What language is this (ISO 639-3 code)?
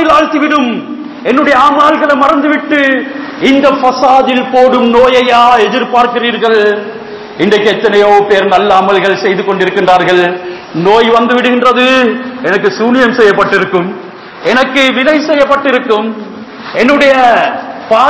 tam